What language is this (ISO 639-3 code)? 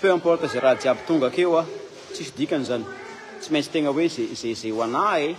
mlg